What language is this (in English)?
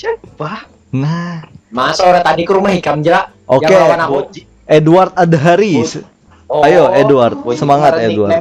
Banjar